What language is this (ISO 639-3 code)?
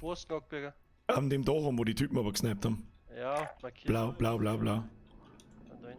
bar